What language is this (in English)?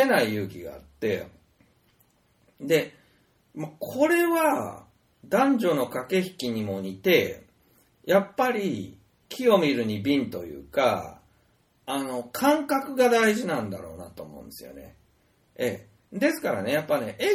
Japanese